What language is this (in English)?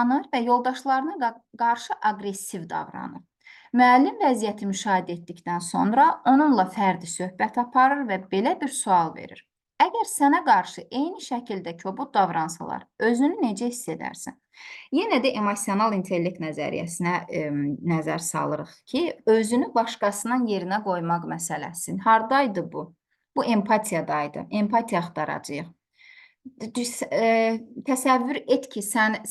Azerbaijani